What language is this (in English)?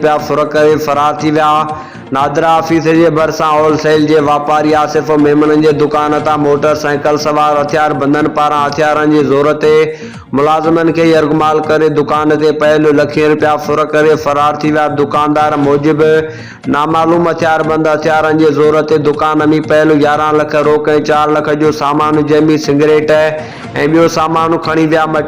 Sindhi